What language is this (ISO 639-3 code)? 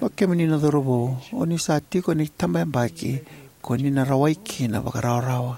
fij